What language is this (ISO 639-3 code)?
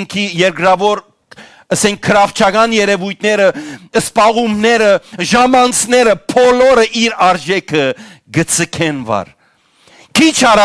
hyw